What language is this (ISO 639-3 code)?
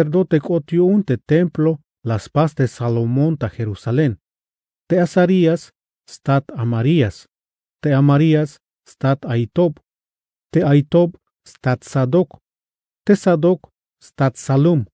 tzh